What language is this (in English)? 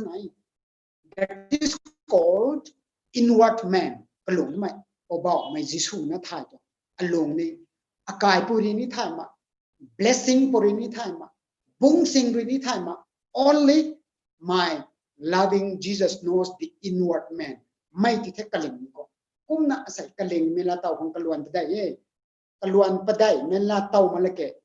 Rongmei Naga